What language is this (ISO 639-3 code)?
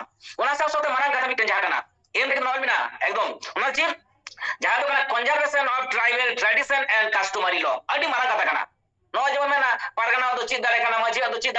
sat